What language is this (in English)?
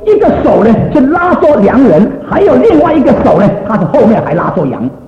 Chinese